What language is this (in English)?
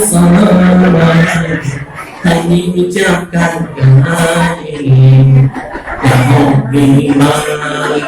Musi